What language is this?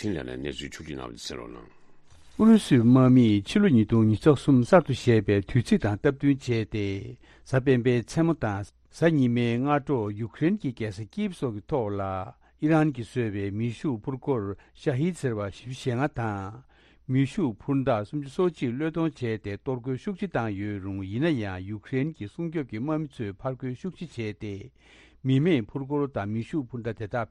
Tibetan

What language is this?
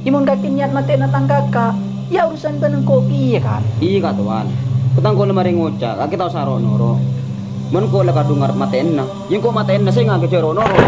Madurese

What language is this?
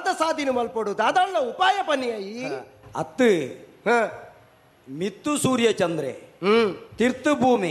Tulu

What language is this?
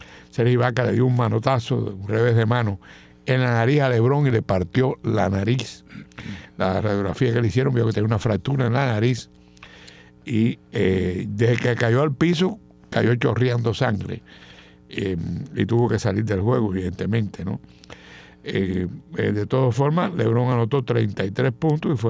Spanish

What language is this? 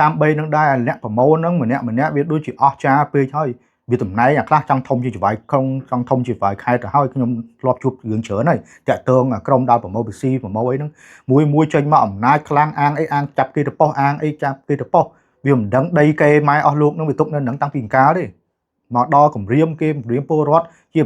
Khmer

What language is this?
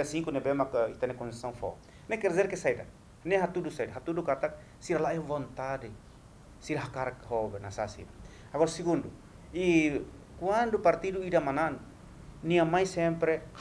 Tetum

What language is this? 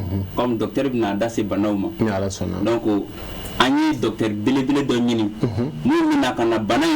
Bambara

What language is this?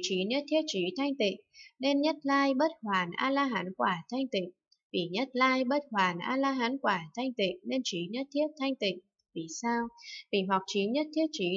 Vietnamese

